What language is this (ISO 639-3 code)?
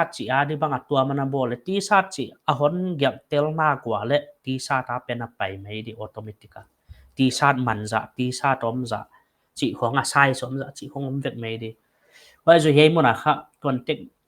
pck